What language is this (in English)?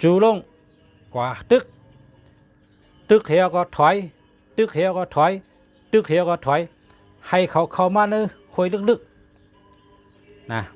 Shan